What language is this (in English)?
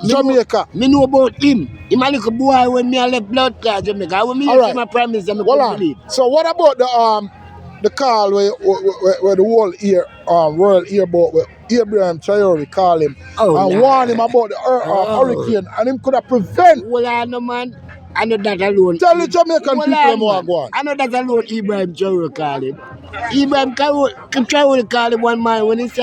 Jamaican Creole English